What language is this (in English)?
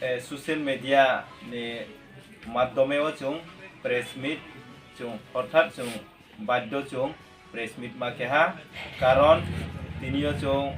Riang (India)